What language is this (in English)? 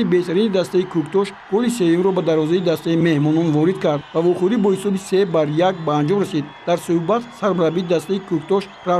Tajik